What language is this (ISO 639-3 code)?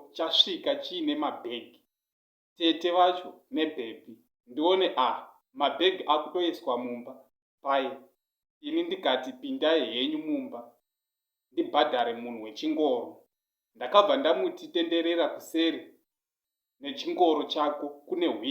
sna